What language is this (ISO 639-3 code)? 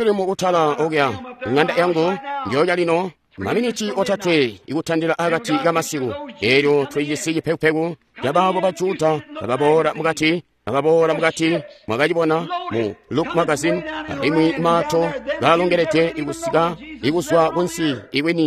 toi